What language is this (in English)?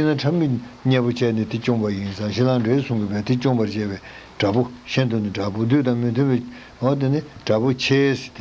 Tibetan